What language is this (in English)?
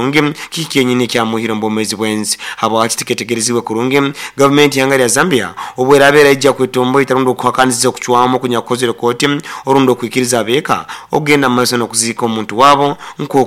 Nyoro